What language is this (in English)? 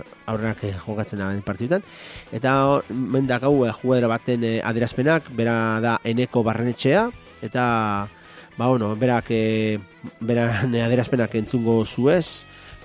Basque